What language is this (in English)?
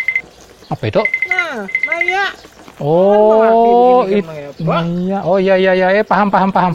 Banjar